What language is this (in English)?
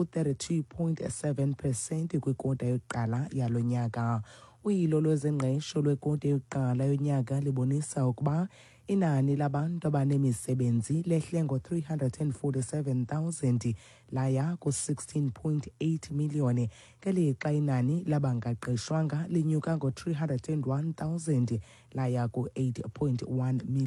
Xhosa